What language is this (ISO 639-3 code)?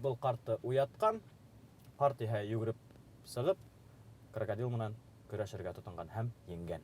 bak